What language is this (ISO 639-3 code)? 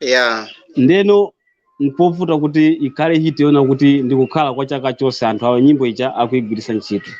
nya